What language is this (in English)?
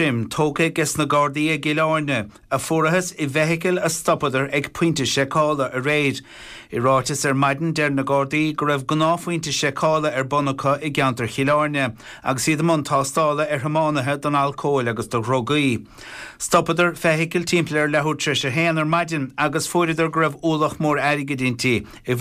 Irish